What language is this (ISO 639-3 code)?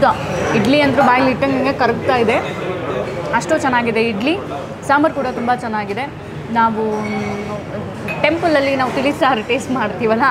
kan